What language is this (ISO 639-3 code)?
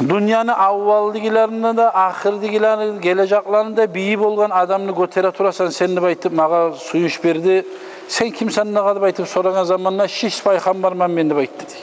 kum